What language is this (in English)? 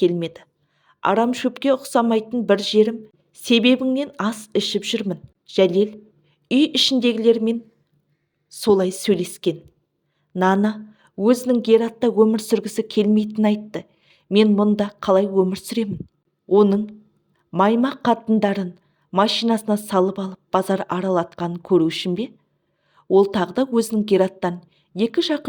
Kazakh